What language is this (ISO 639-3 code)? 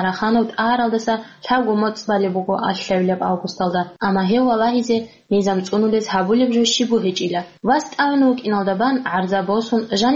ava